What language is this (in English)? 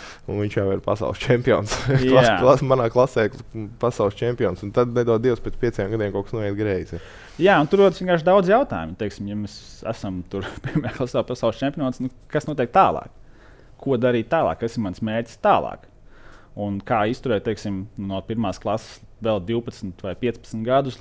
Latvian